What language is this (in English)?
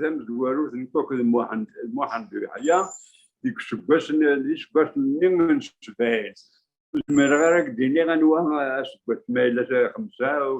Kabyle